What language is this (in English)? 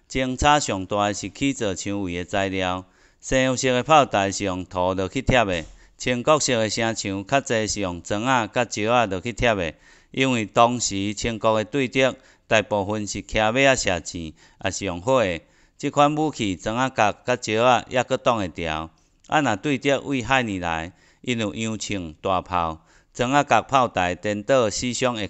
Min Nan Chinese